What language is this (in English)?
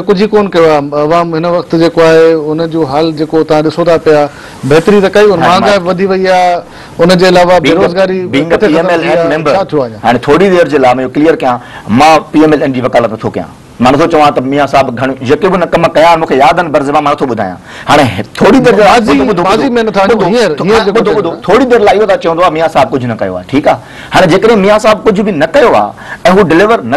Sindhi